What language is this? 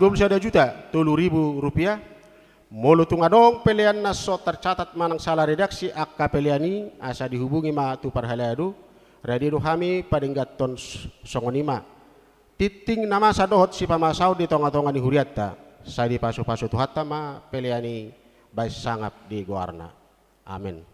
Batak Toba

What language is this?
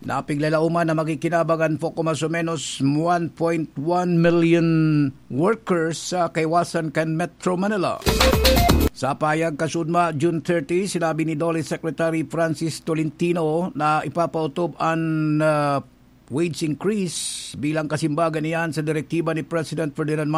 Bikol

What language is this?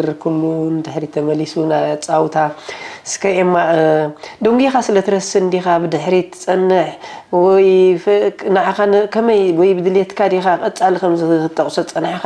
Tigrinya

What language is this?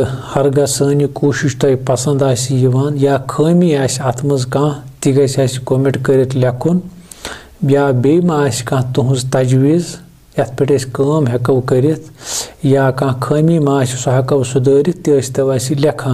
Kashmiri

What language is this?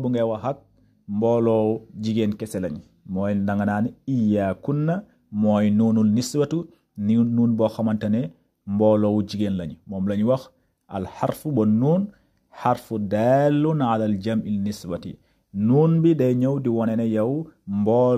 Wolof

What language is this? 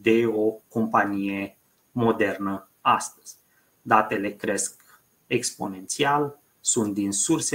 Romanian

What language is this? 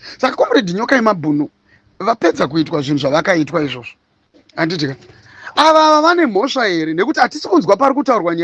Shona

